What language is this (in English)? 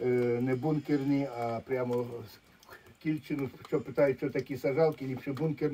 Ukrainian